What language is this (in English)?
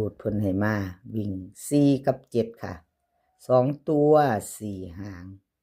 Northeastern Thai